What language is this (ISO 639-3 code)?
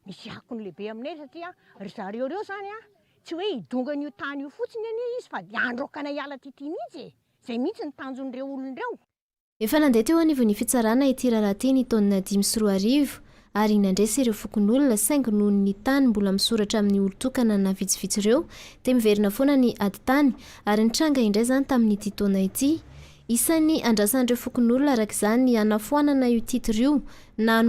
mlg